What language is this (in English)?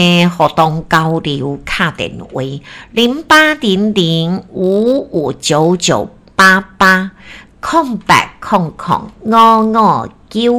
Min Nan Chinese